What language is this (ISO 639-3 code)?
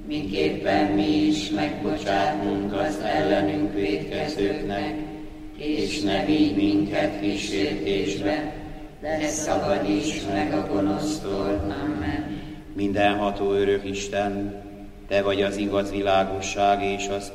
hun